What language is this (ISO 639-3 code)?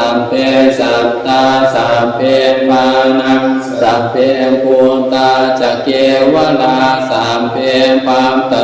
pli